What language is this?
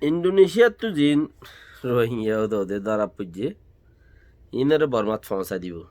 Rohingya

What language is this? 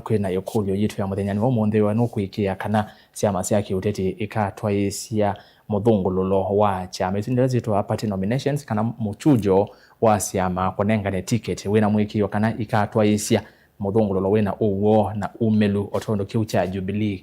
Kamba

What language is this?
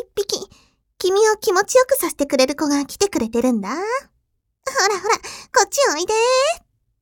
Japanese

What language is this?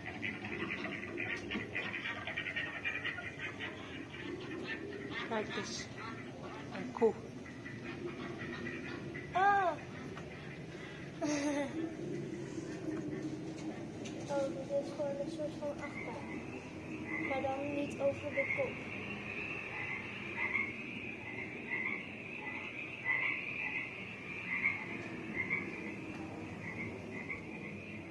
Dutch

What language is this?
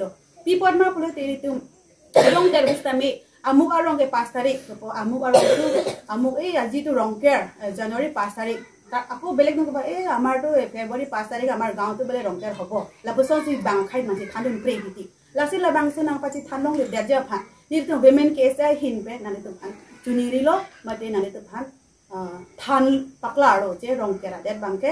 Karbi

